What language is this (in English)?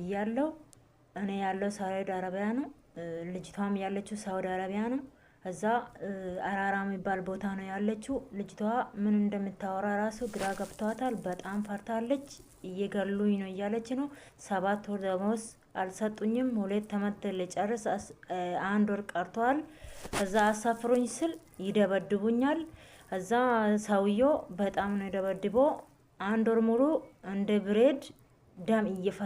Amharic